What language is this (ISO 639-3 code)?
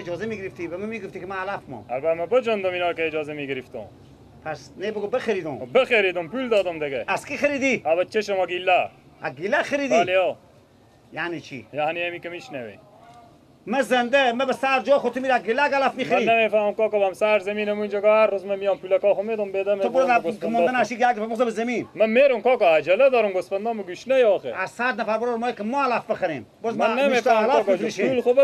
fas